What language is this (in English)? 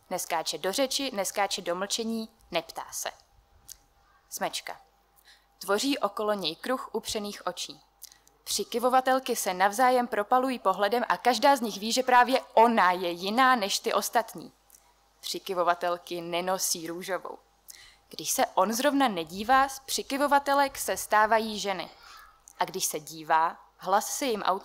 Czech